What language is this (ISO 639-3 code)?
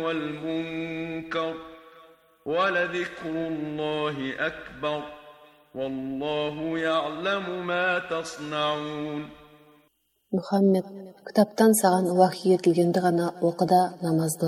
kaz